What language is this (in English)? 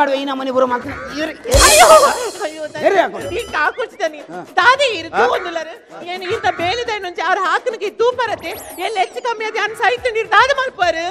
Tulu